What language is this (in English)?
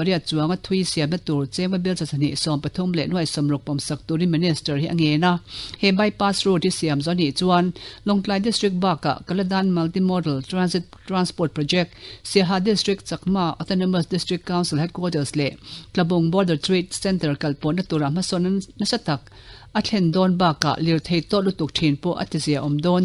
Mizo